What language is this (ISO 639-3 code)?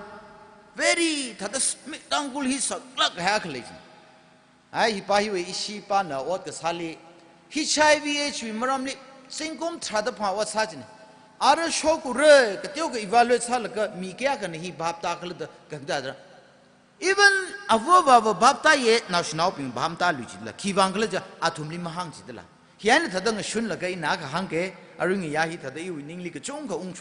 nmf